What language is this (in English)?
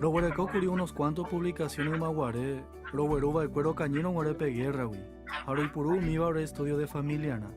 Guarani